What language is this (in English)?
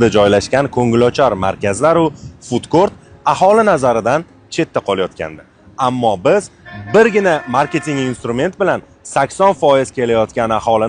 Uzbek